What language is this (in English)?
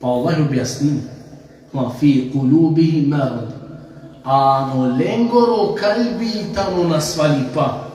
Balkan Romani